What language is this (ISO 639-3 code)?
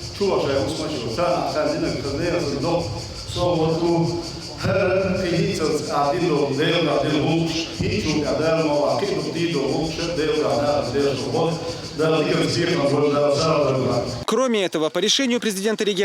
che